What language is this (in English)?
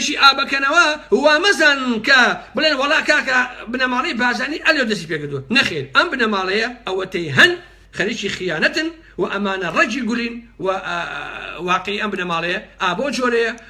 Central Kurdish